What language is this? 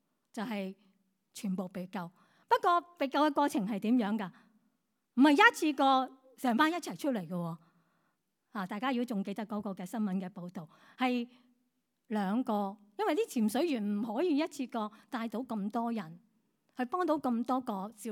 Cantonese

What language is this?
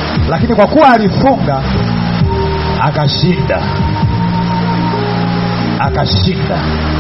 Swahili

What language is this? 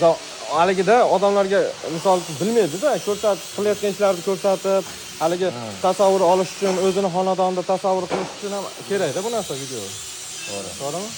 Uzbek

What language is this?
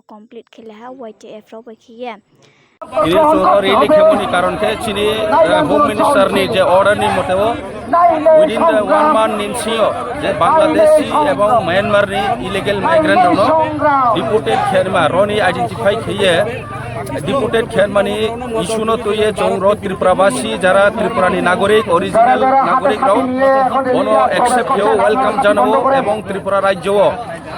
Riang (India)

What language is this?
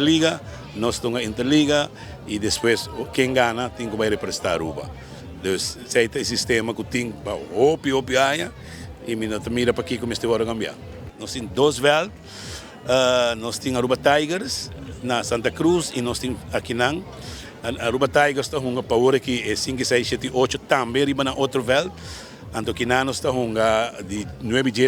Papiamento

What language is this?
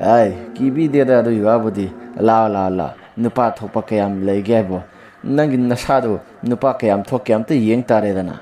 Manipuri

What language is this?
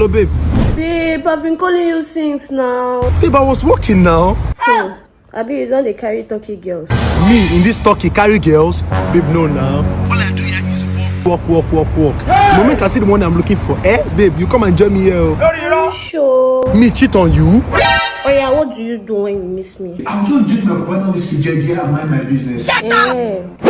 Nigerian Pidgin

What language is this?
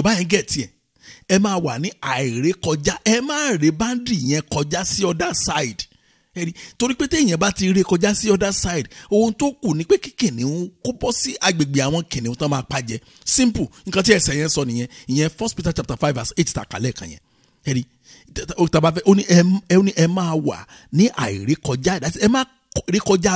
Yoruba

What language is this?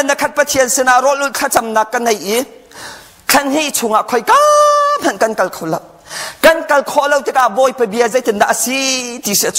Hakha Chin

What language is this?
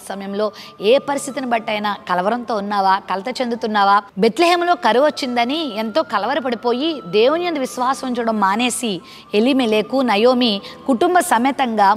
Telugu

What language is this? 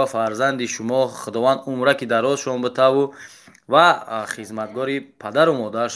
Tajik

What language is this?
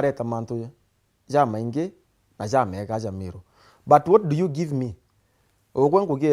Meru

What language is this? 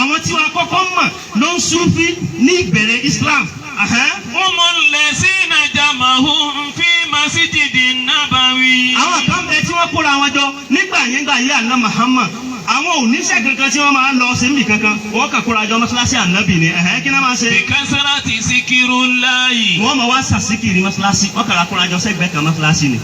Yoruba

